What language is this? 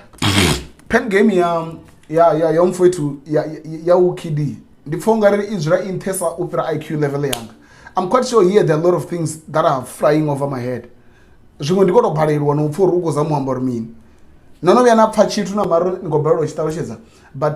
Venda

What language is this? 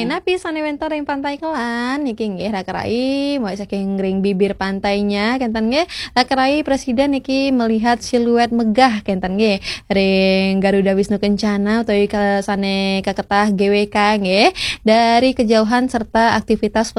Balinese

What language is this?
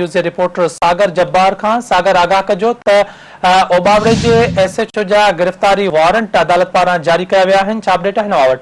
Sindhi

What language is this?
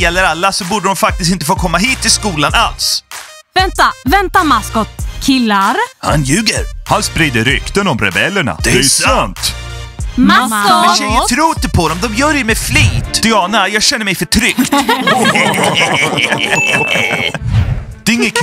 Swedish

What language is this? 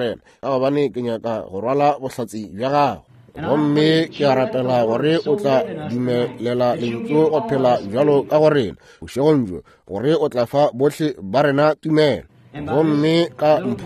Northern Sotho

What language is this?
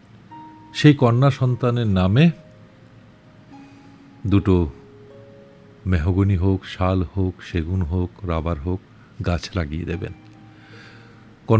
Bangla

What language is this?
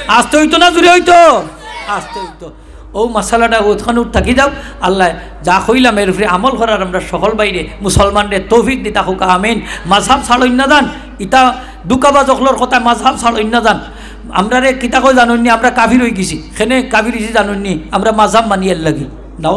Sylheti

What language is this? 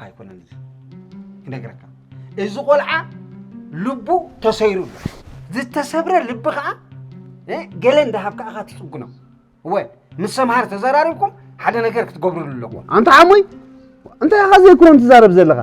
Tigrinya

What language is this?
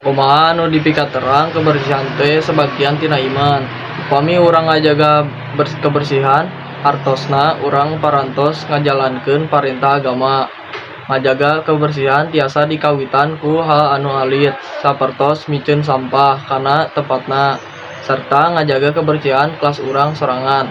Sundanese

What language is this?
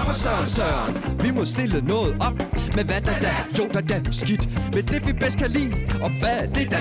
Danish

